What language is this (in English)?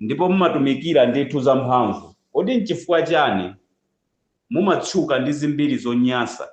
Nyanja